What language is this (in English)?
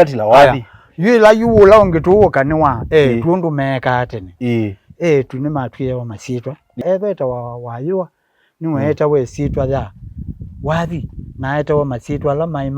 Kamba